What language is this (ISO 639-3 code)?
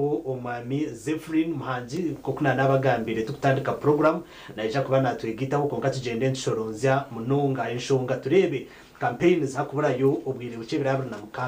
nyn